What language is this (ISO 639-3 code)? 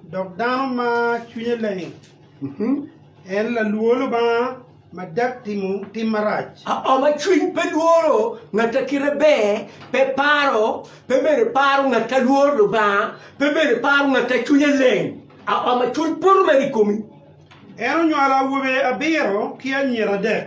ach